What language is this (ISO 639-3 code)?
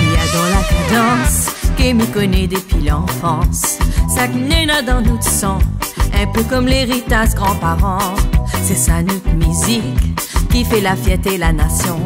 rcf